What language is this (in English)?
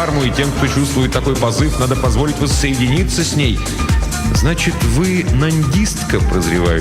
Russian